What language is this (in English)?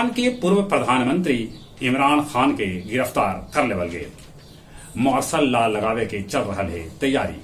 Magahi